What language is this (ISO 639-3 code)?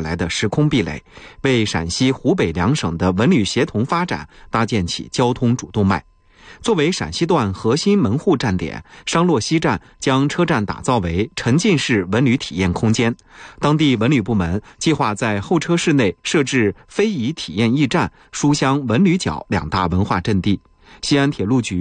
zho